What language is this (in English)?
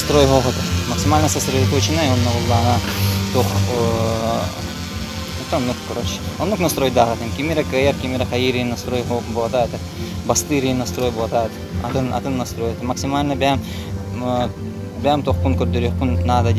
Yakut